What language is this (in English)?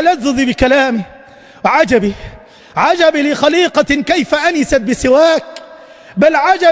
Arabic